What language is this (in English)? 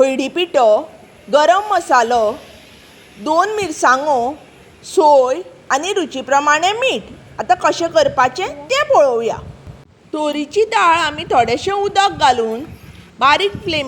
Konkani